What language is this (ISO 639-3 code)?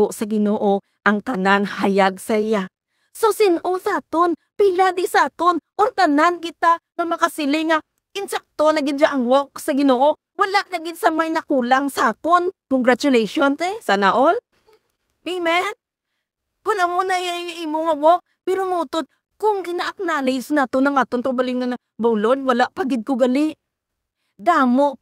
hil